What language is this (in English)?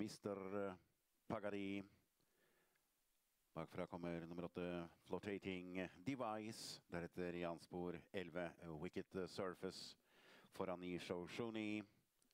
Norwegian